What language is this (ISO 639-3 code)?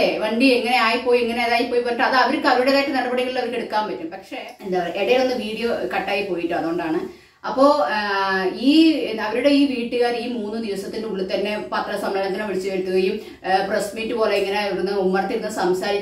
mal